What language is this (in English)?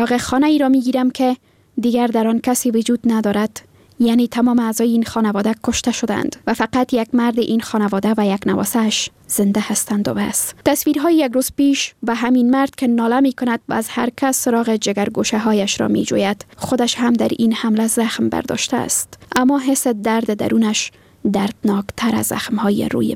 Persian